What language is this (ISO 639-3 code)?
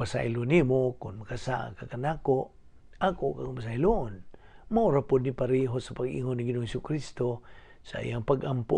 ceb